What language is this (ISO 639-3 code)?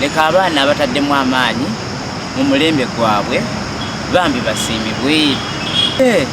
lug